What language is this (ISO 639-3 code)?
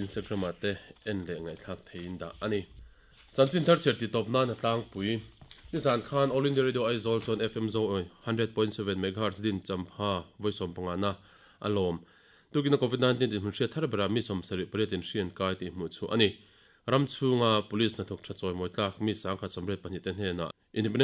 lus